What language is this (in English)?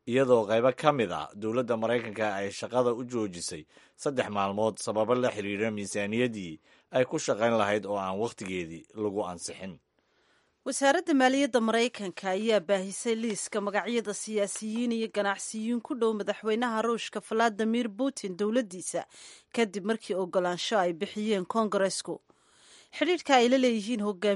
Somali